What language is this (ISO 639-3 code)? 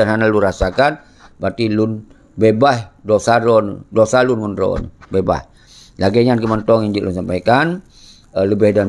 ace